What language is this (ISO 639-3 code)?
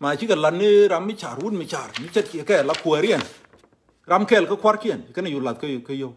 nus